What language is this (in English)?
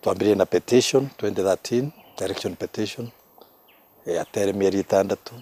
Meru